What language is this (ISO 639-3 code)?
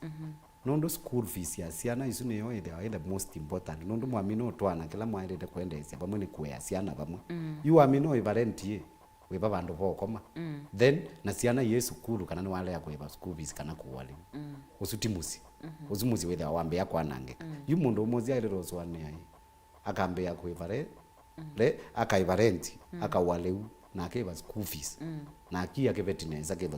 kam